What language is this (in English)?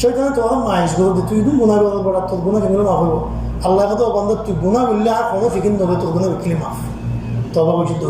Rohingya